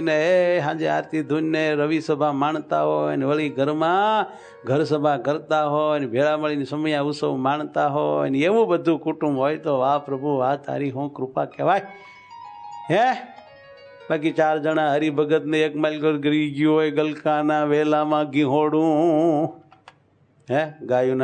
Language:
Gujarati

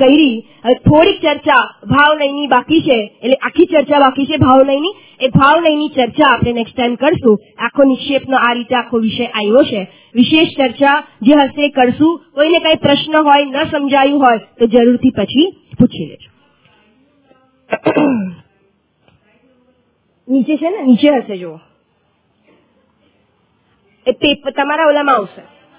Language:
Gujarati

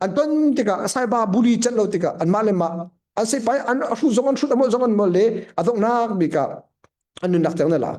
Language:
Hakha Chin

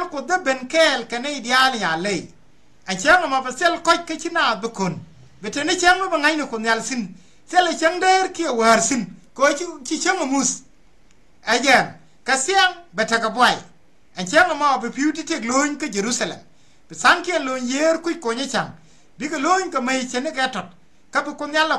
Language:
Nuer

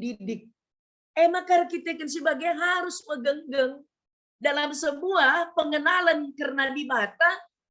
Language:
Batak Karo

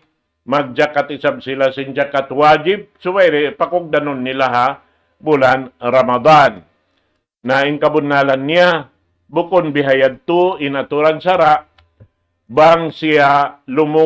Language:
Tausug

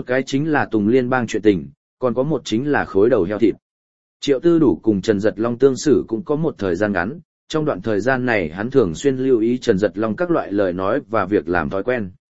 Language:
Vietnamese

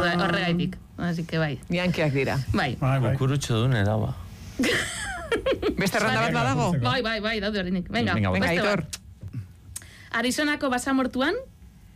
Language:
Basque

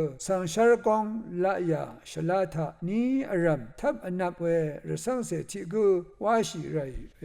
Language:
Rawang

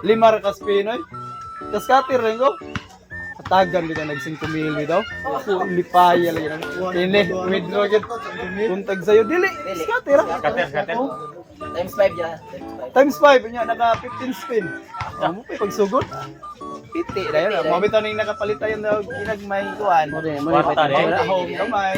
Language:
Cebuano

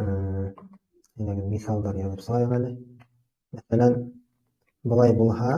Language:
Bashkir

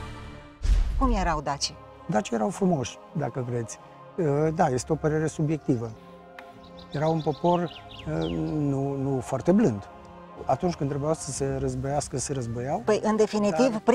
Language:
Romanian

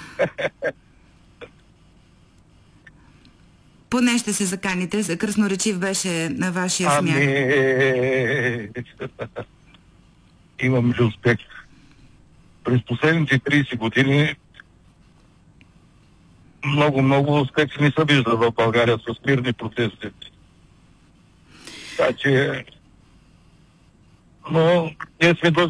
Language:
Bulgarian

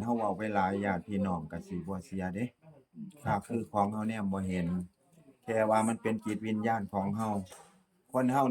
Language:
Northeastern Thai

